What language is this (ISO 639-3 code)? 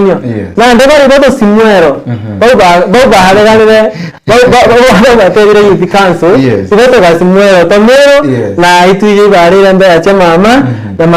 mer